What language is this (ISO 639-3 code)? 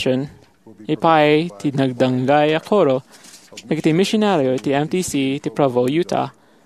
ilo